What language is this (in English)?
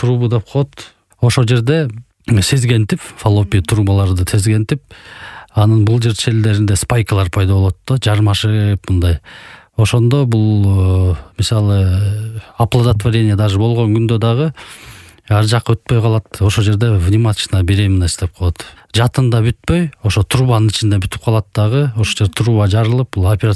Kyrgyz